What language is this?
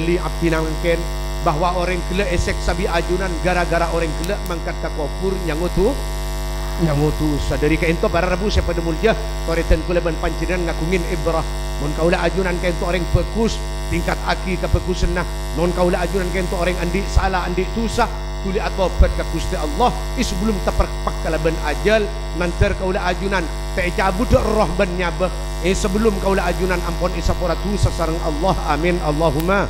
Madurese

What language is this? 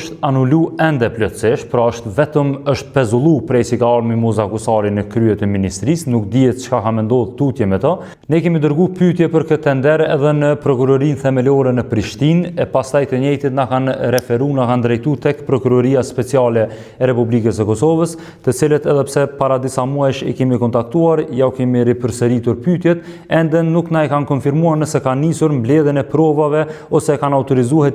Albanian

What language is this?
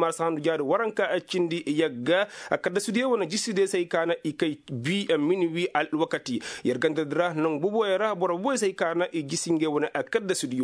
Koyraboro Senni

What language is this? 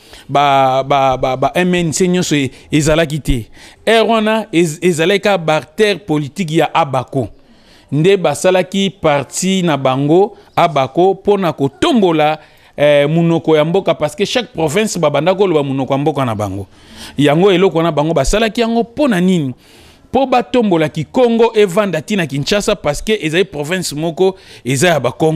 Lingala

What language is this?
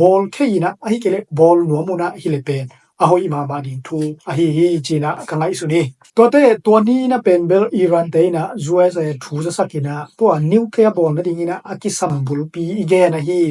Tedim Chin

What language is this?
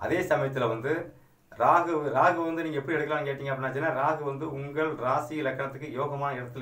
Tamil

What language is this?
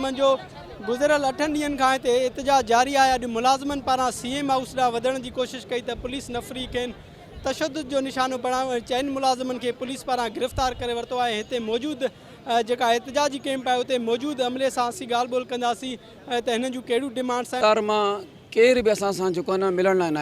Sindhi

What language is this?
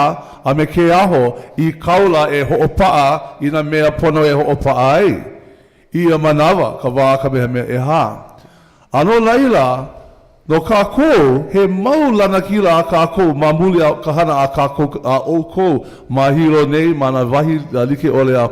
Hawaiian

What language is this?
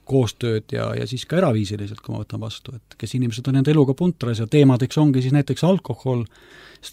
Estonian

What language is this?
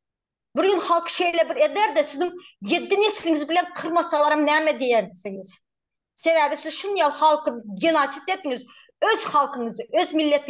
Turkmen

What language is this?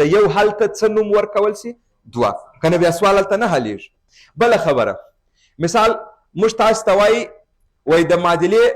Pashto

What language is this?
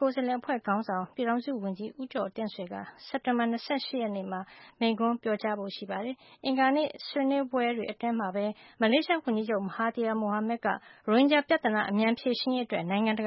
Burmese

